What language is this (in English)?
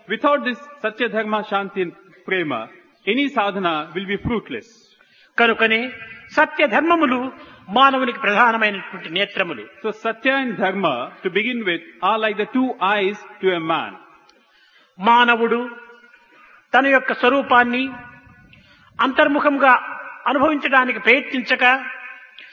Telugu